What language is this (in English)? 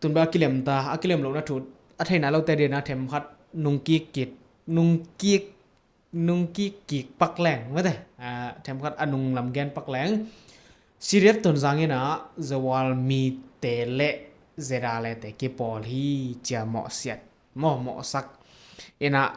Tedim Chin